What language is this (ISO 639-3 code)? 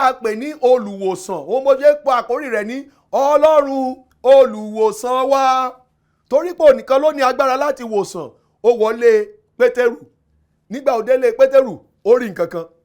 yor